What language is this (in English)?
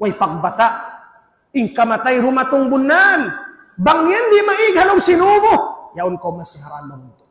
Tausug